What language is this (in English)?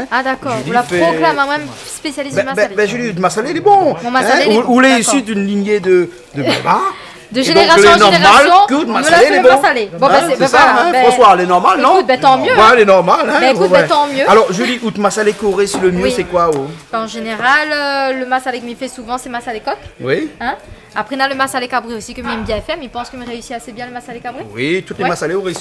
Réunion Creole French